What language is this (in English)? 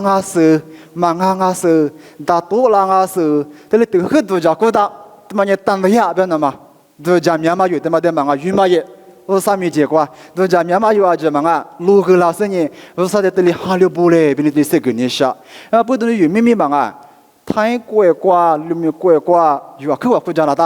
Lisu